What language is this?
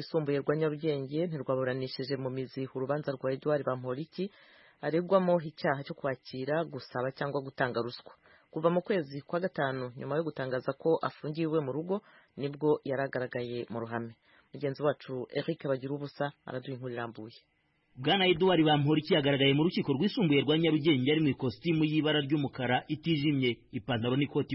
Kinyarwanda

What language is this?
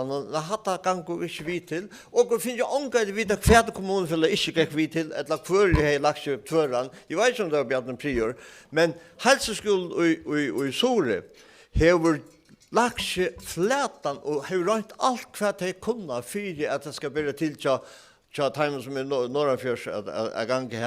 Faroese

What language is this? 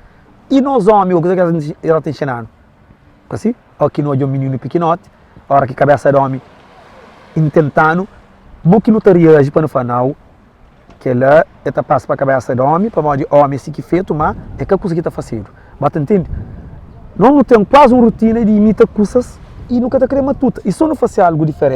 Kabuverdianu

